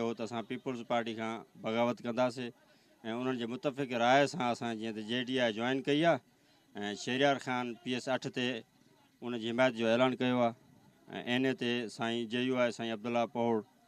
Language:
Sindhi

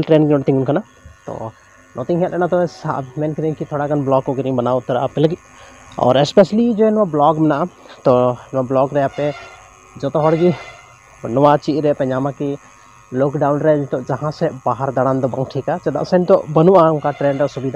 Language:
Santali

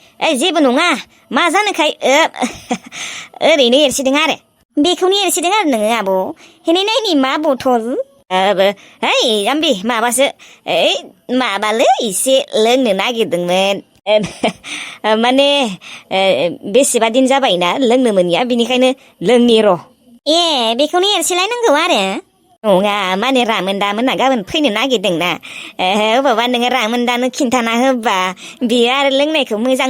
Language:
Bodo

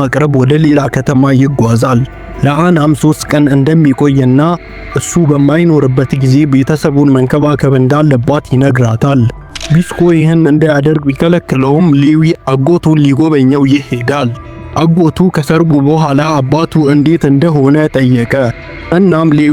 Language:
Amharic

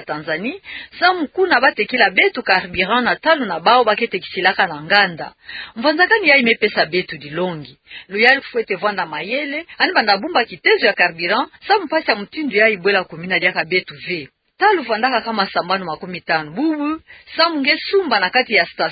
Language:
Kituba (Democratic Republic of Congo)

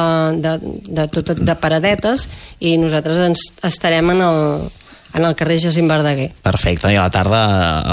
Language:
Catalan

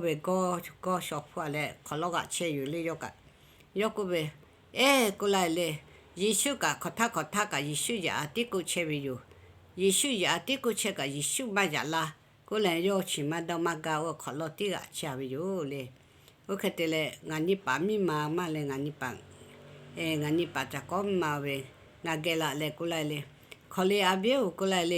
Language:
Lahu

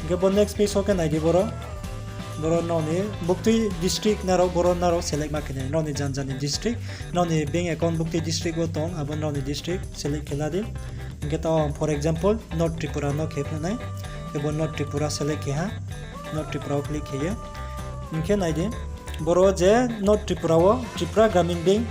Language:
Riang (India)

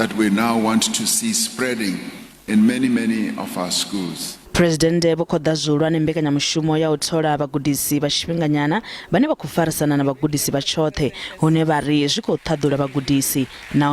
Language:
Venda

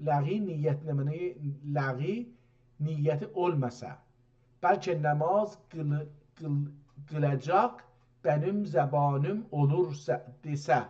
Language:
South Azerbaijani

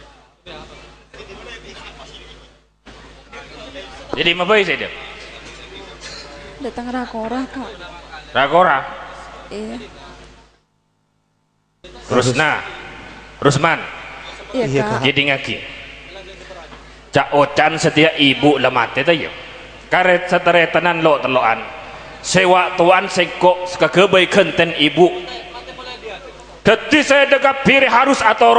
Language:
Madurese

